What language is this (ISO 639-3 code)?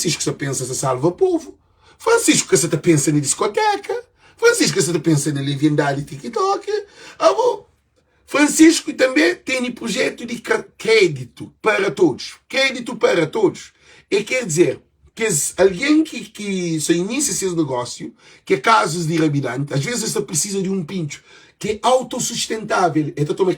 kea